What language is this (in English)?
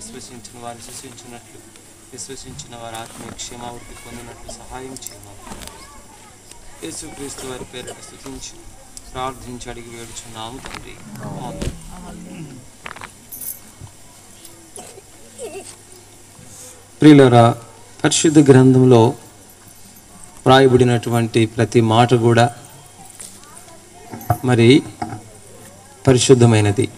Telugu